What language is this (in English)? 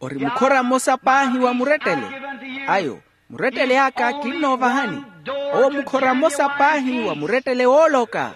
Makhuwa